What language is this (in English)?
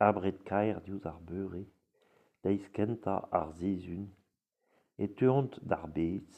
Breton